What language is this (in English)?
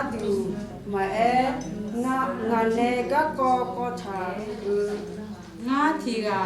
Akha